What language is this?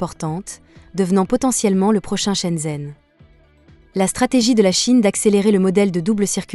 French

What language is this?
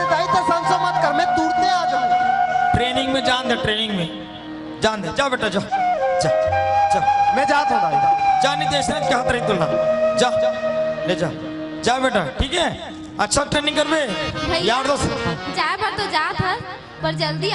Chhattisgarhi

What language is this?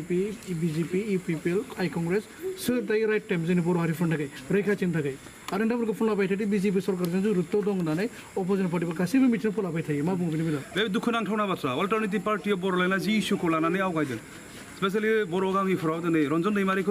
Bodo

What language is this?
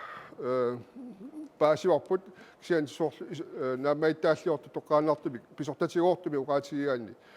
Kalaallisut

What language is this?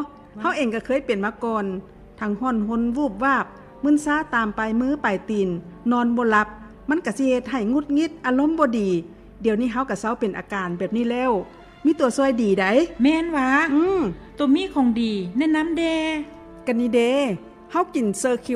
Lao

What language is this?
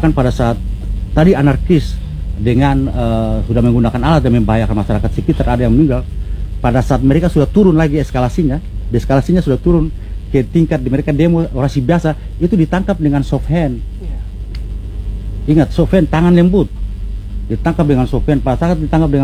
Indonesian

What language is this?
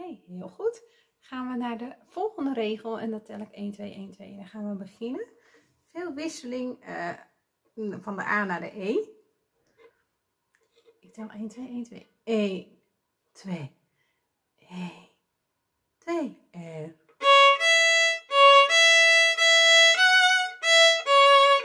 Dutch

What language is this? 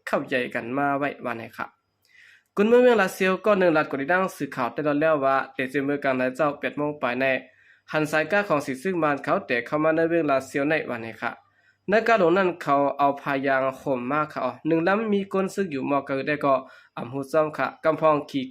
Shan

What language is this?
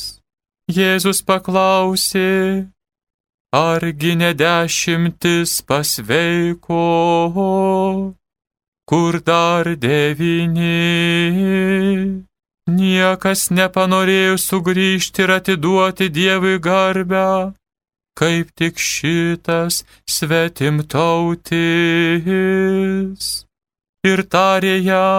Lithuanian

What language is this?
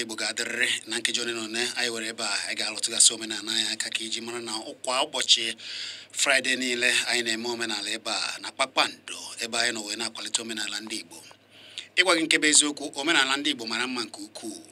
Igbo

